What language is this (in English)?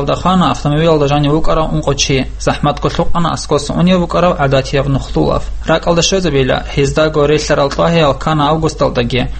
Avaric